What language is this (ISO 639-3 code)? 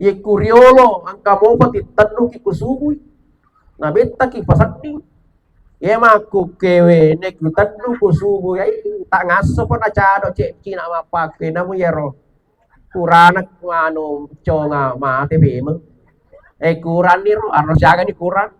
bug